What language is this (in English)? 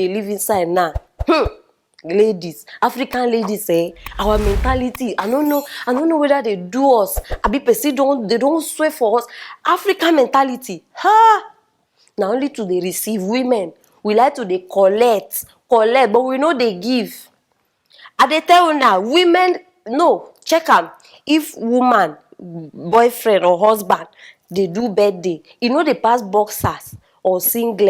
Nigerian Pidgin